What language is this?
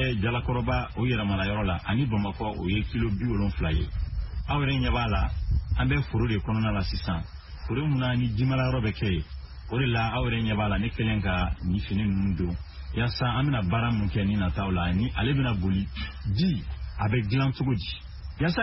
Bambara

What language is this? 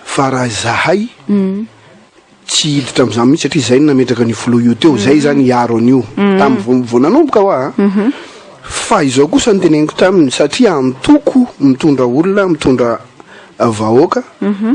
Malagasy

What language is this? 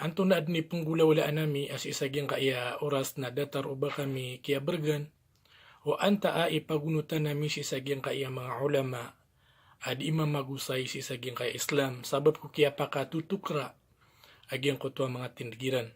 Maranao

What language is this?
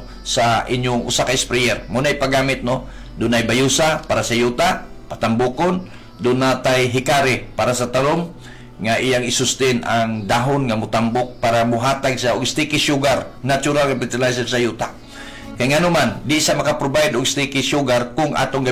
Cebuano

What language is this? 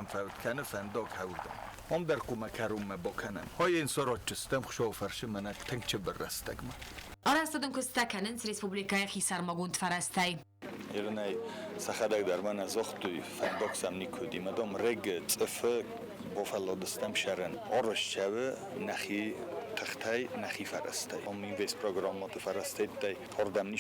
Ossetic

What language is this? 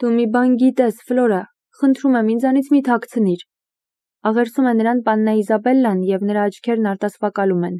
Armenian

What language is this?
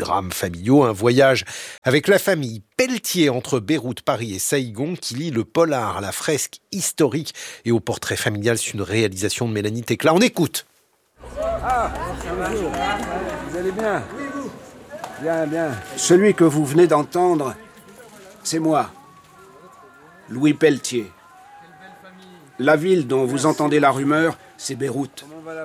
French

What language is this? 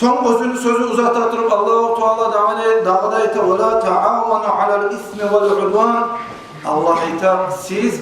Kumyk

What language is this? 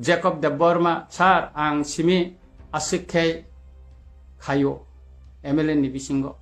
Kok Borok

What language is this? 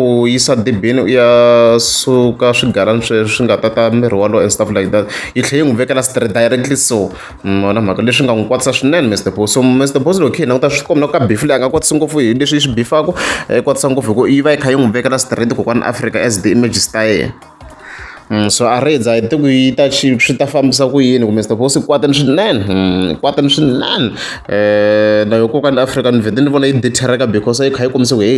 Tsonga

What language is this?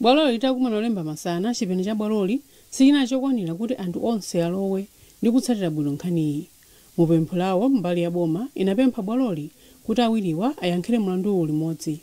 Nyanja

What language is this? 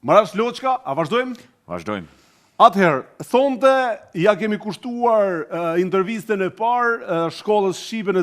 Albanian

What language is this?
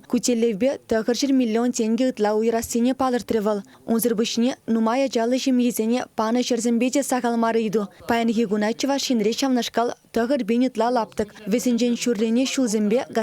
Chuvash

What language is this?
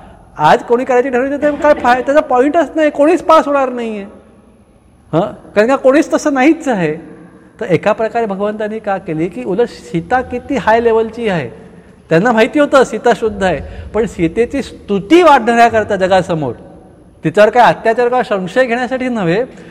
Marathi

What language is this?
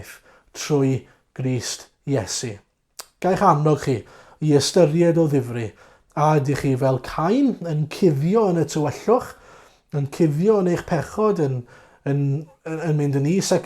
Welsh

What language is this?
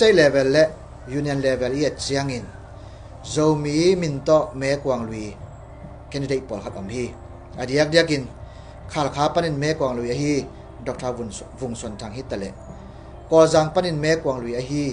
Tedim Chin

